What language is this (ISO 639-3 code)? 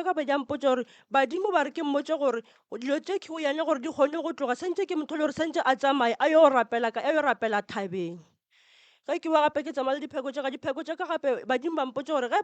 nso